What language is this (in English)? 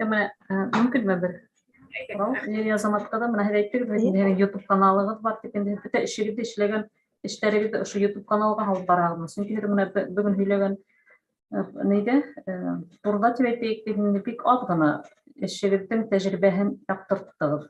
Bashkir